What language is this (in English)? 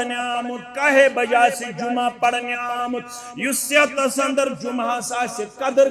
Kashmiri